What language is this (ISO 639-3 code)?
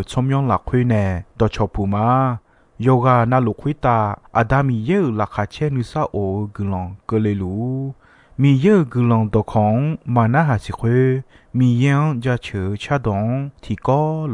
ahk